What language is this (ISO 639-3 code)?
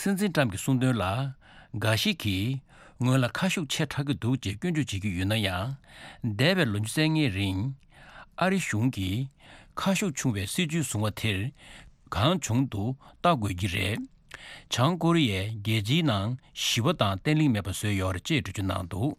bod